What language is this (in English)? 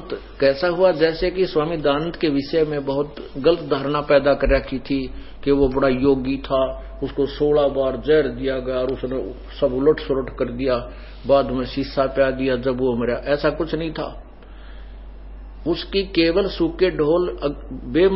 Hindi